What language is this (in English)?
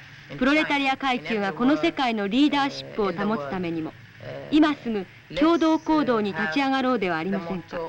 Japanese